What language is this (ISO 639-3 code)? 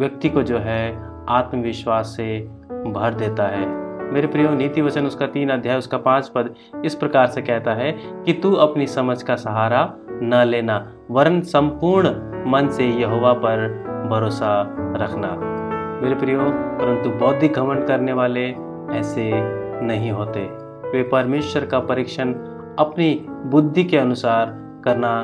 hin